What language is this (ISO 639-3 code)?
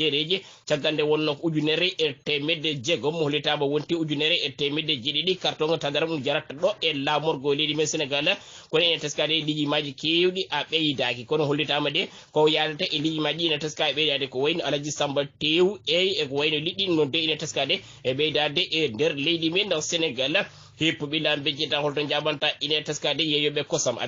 ful